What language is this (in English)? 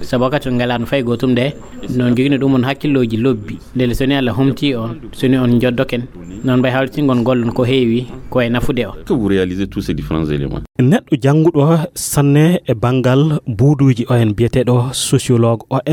Fula